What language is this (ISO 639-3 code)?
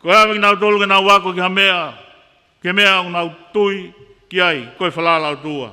ton